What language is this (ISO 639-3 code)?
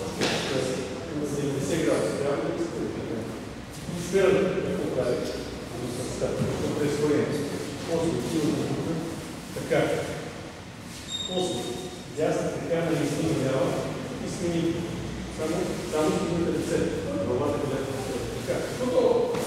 bul